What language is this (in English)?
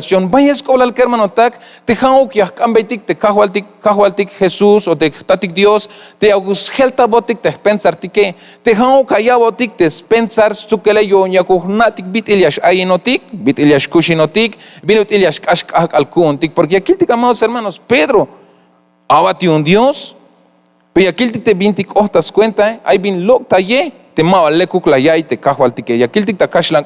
Tzeltal